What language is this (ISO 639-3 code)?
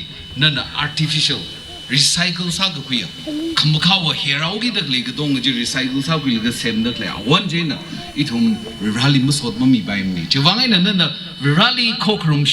nmf